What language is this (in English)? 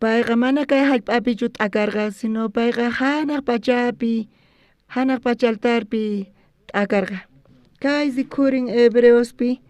South Bolivian Quechua